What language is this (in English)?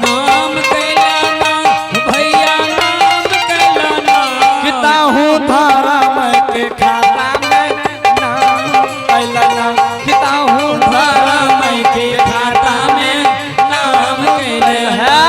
Angika